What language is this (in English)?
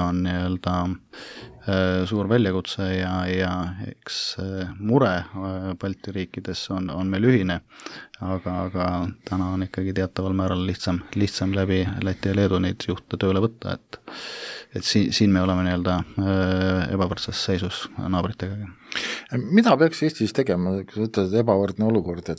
Estonian